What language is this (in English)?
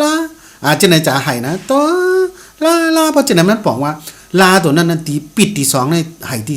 Shan